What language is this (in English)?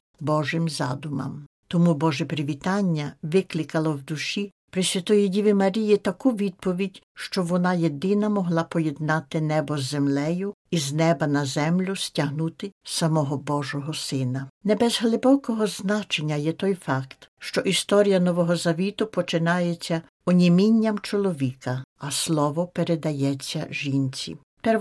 Ukrainian